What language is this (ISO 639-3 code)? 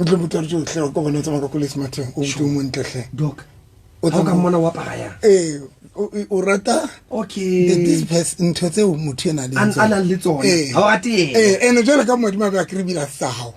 sot